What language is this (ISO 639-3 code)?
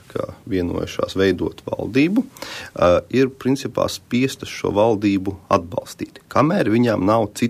lav